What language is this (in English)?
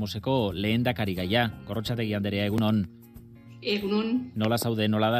Basque